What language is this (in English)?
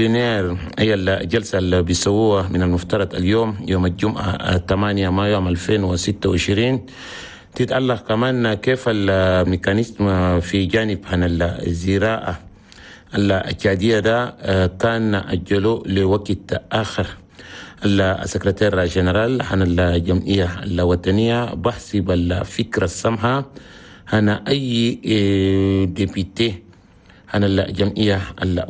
Chadian Arabic